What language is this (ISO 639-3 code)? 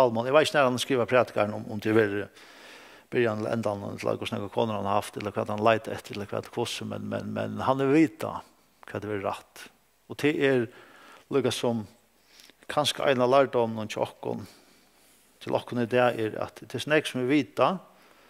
fao